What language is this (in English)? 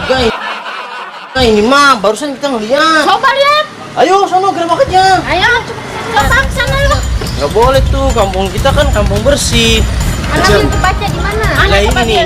Betawi